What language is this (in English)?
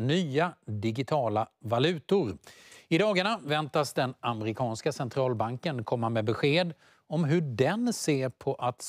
Swedish